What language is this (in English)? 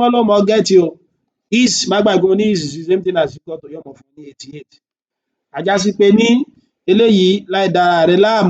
Yoruba